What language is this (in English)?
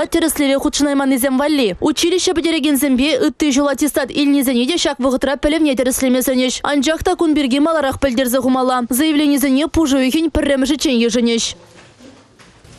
Chuvash